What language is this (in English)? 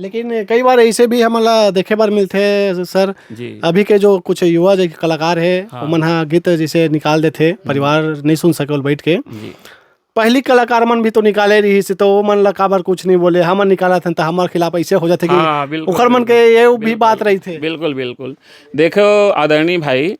Chhattisgarhi